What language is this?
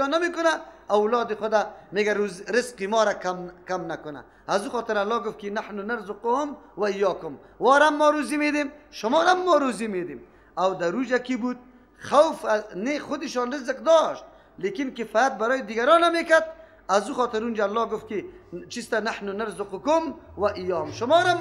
Persian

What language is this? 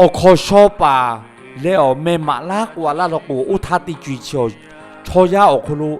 Lahu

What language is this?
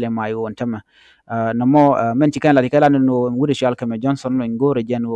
Nuer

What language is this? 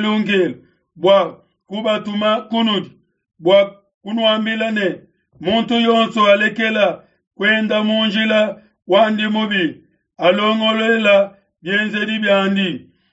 Luba-Lulua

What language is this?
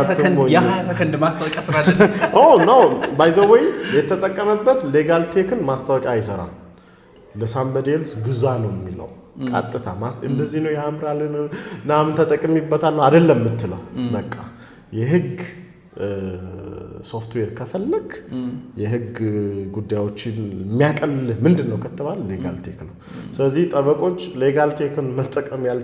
Amharic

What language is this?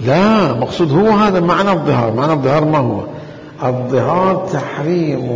Mesopotamian Arabic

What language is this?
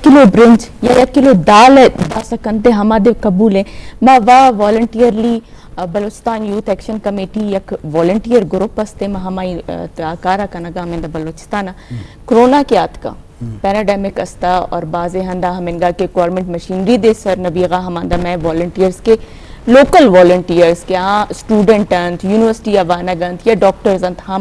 Eastern Balochi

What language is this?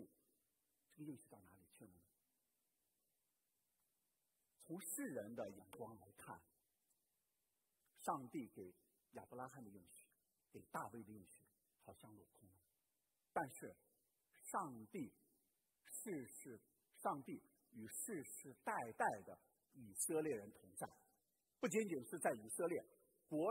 Chinese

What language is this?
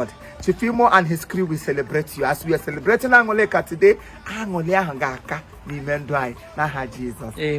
Igbo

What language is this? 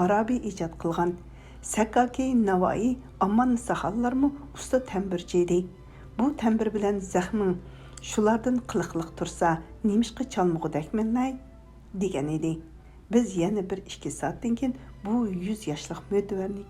Uyghur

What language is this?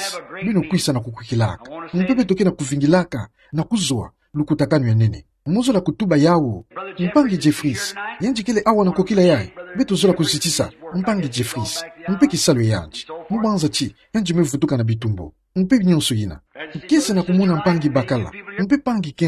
Kituba (Democratic Republic of Congo)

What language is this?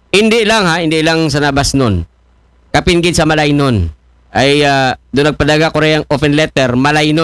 Aklanon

